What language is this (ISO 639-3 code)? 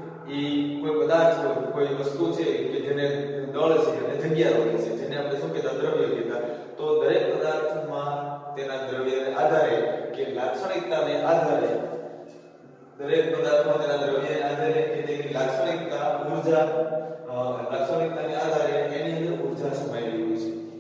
guj